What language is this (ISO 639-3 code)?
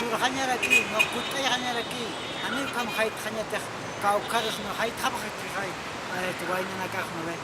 aym